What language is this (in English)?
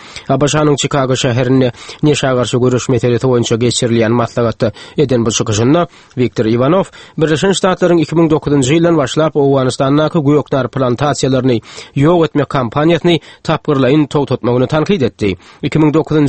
Turkmen